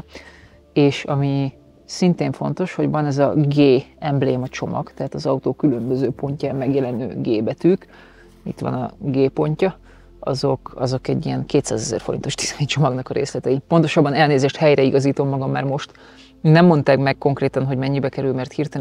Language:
Hungarian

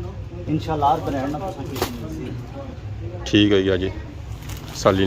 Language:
Pahari-Potwari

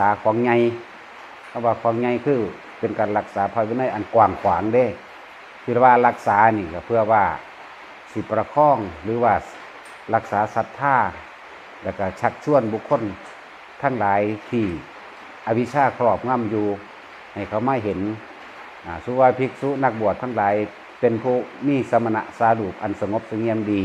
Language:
Lao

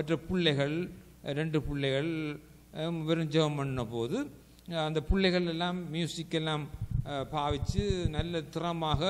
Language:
Tamil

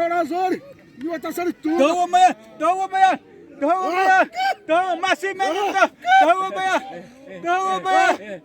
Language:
Xavánte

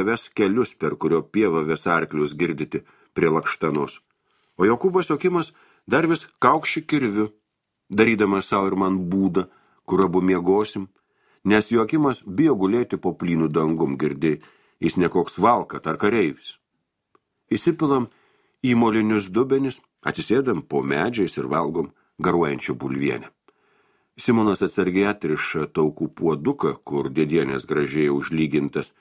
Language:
Lithuanian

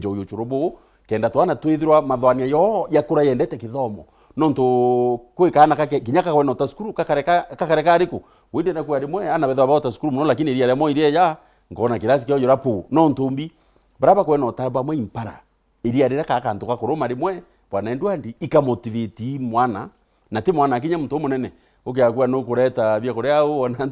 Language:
Meru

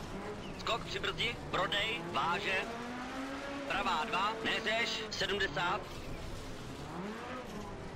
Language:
Czech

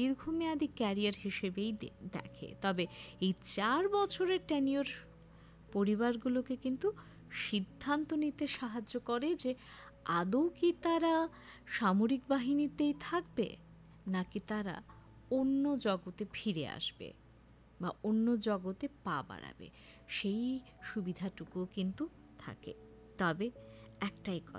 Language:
Bangla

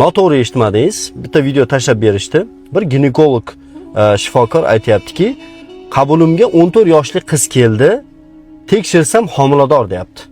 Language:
Uzbek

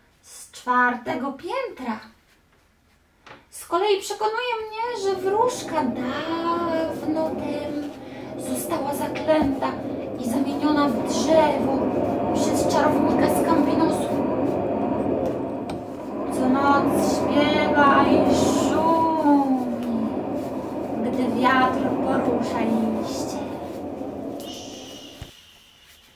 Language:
Polish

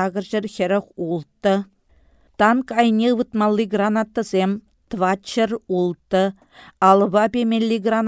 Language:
Chuvash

